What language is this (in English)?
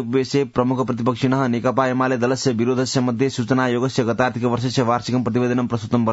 Sanskrit